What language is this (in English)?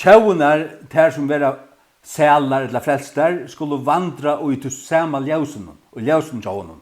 Faroese